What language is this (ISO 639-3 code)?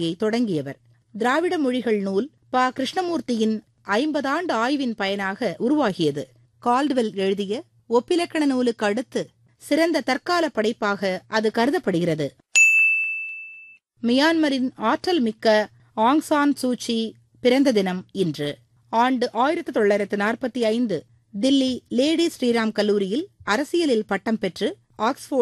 tam